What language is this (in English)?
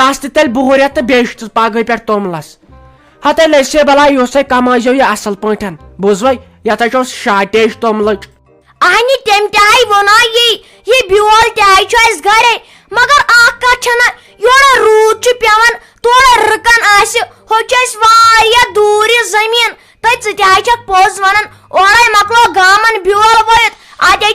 Kashmiri